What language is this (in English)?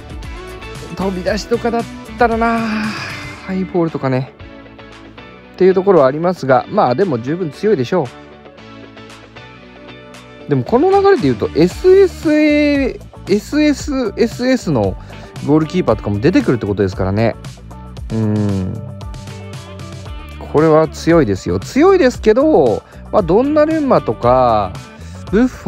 Japanese